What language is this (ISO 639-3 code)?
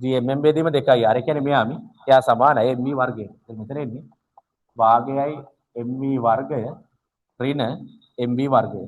sin